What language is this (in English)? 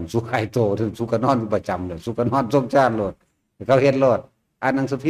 Northeastern Thai